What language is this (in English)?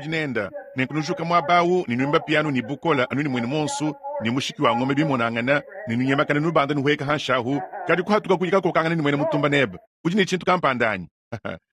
Luba-Lulua